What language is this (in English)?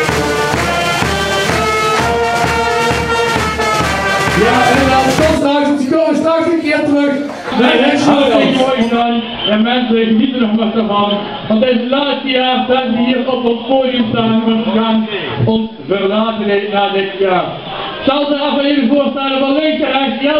Dutch